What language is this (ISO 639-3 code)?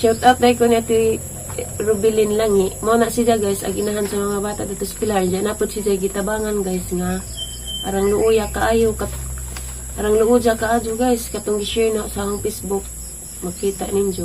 ceb